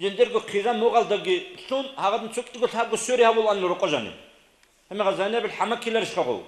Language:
Avaric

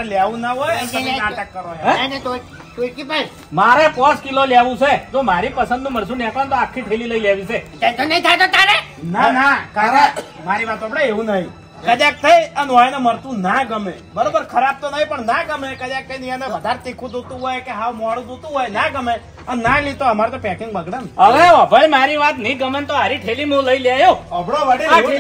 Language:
Gujarati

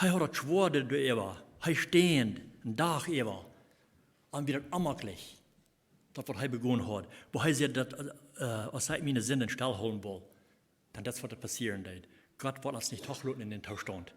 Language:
Plautdietsch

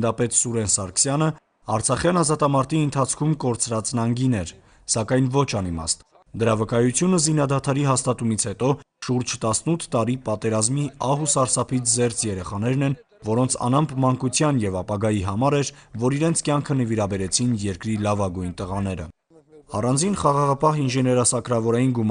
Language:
Armenian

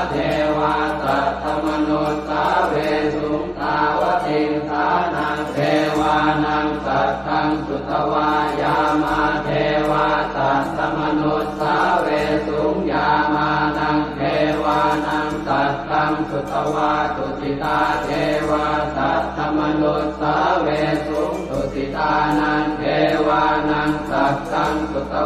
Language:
Pali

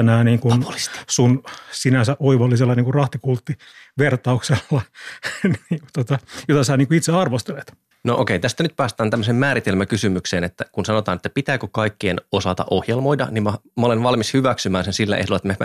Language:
Finnish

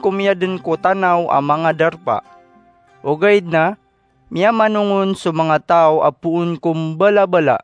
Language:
Maranao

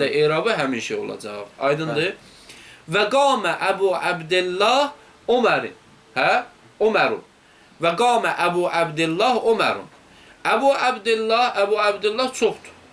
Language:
Azerbaijani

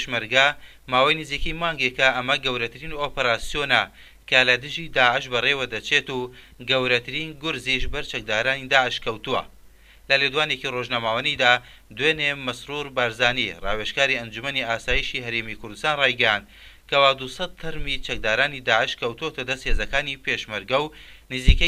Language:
Central Kurdish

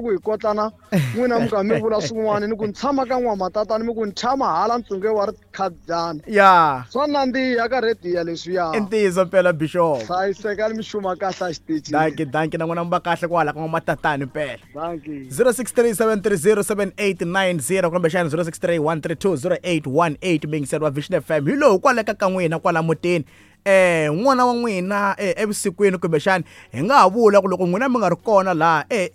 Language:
Tsonga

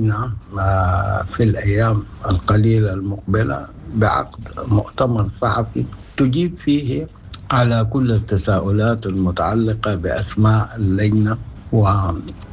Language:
Sudanese Arabic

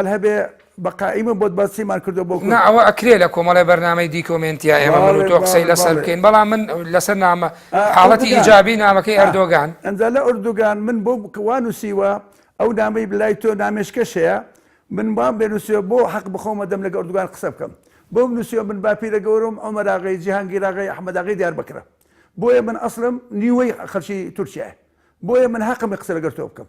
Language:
Central Kurdish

